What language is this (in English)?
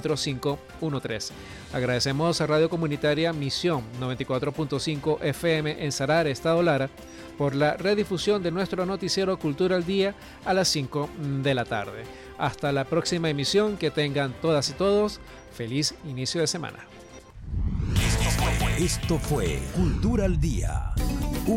Spanish